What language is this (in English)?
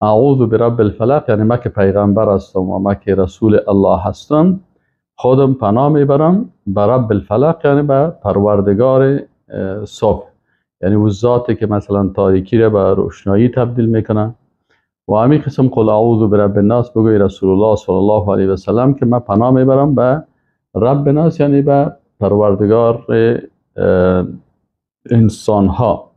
Persian